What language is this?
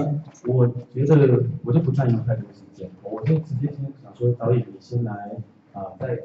Chinese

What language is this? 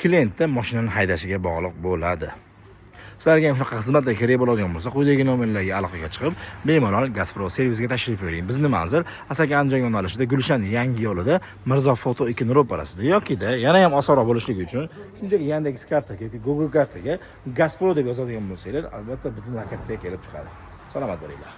Uzbek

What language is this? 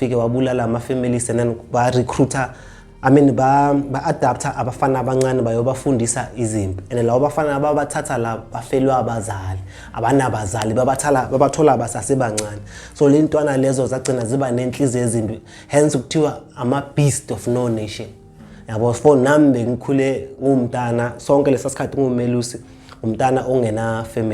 Zulu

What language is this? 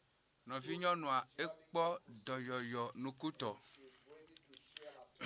Ewe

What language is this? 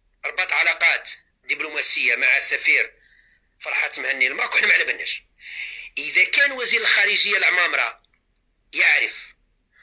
Algerian Arabic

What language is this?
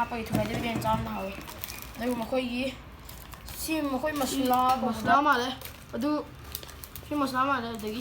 Manipuri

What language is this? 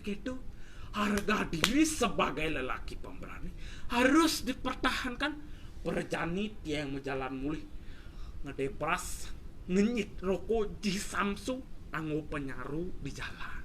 Balinese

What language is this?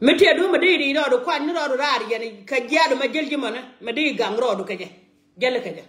Nuer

